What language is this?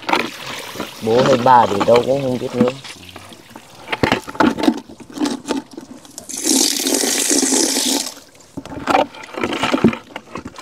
Vietnamese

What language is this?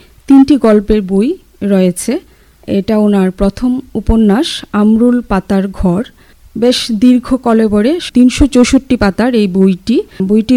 Bangla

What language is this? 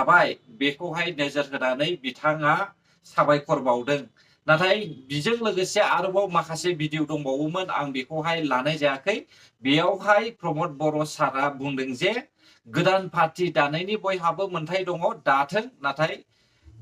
Bodo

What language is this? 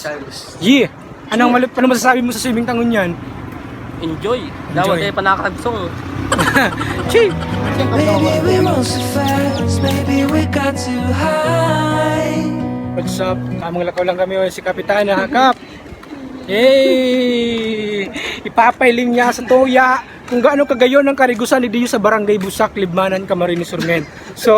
Bikol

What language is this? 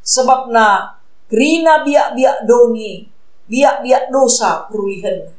Batak Karo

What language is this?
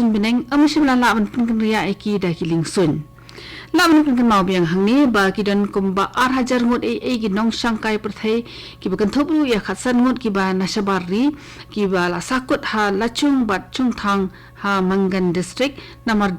Khasi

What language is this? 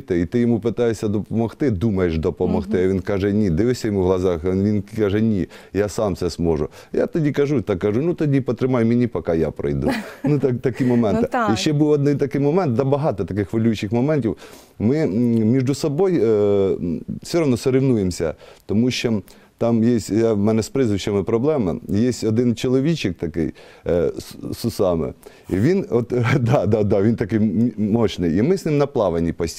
Ukrainian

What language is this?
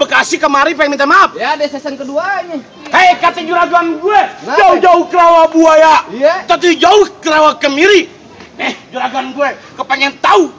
Betawi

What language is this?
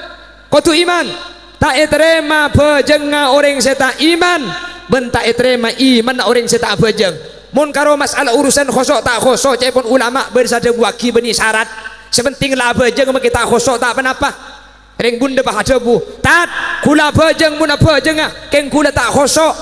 Madurese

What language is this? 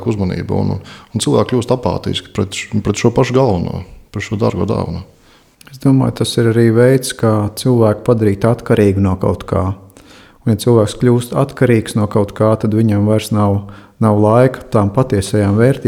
Latvian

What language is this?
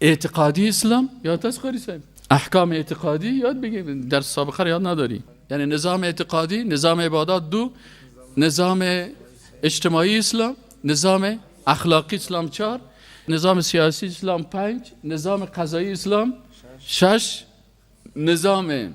Persian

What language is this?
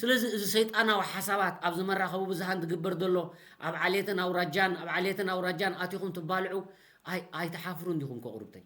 Tigrinya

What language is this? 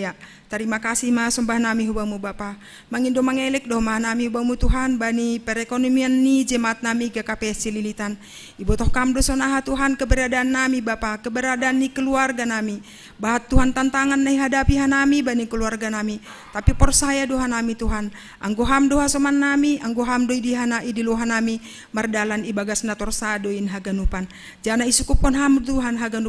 Batak Simalungun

